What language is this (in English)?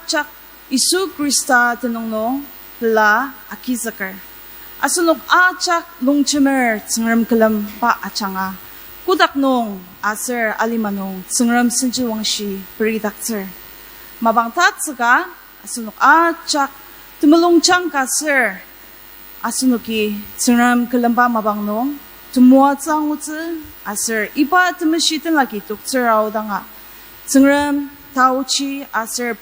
Ao Naga